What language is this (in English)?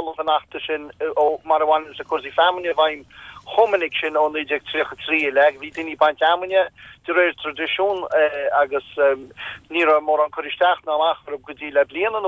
Irish